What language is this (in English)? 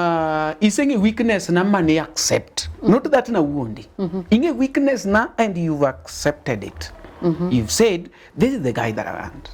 Luo (Kenya and Tanzania)